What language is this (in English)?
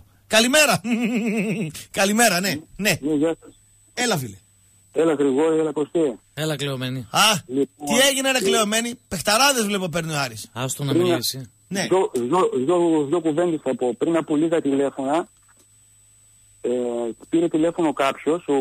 Greek